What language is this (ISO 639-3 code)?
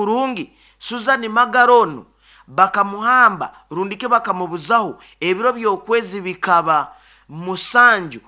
nyo